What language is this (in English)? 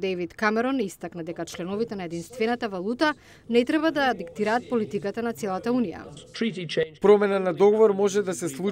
Macedonian